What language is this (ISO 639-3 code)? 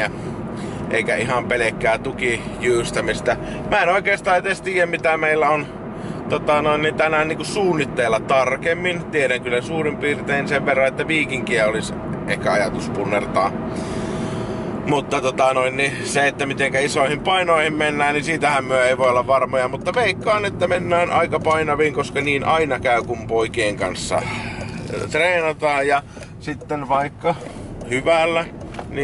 fin